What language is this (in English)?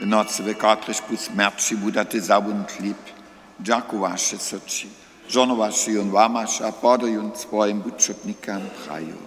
Upper Sorbian